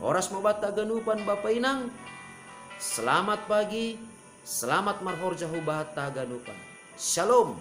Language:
Batak Simalungun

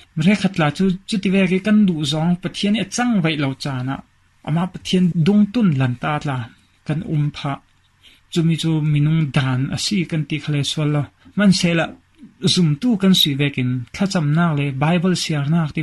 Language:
Falam Chin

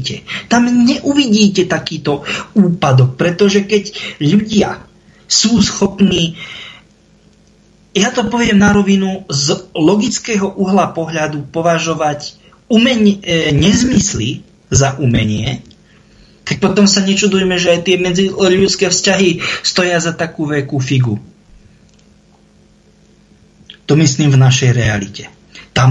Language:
Slovak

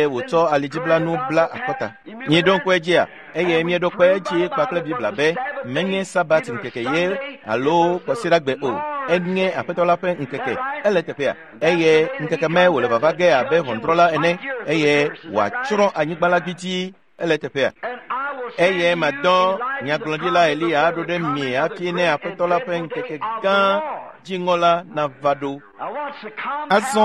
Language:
Ewe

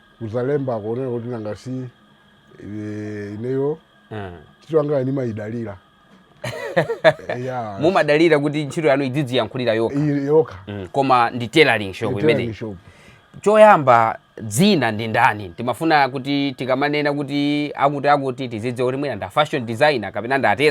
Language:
Nyanja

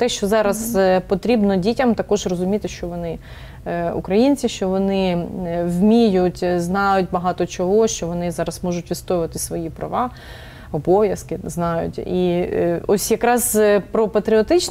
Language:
Ukrainian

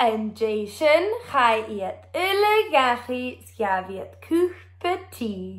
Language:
Scottish Gaelic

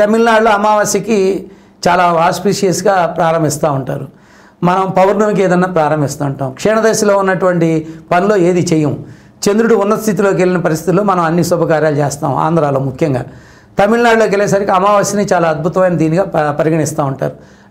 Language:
Telugu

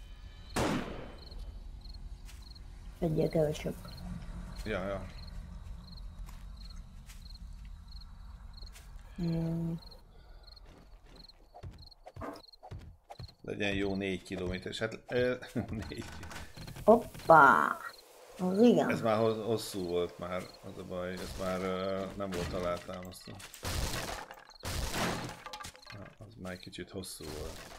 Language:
Hungarian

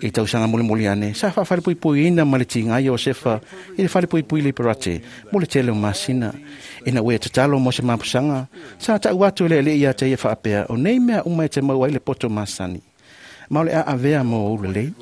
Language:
Samoan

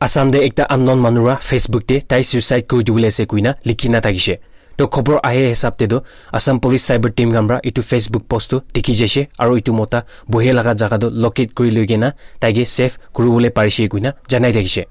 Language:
Naga Pidgin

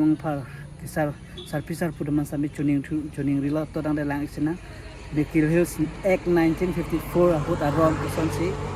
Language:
Karbi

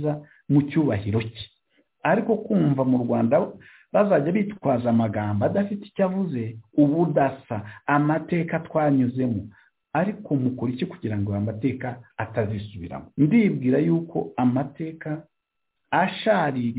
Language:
Kinyarwanda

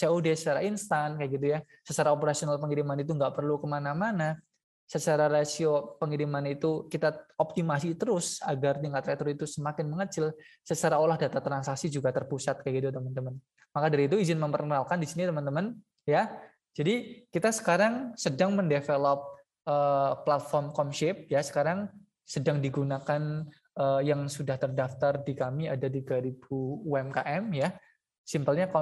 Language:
Indonesian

